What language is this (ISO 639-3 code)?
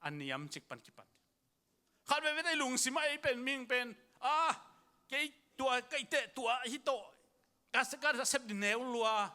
ctd